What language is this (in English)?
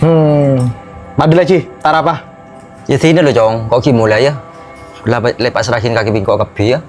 Madurese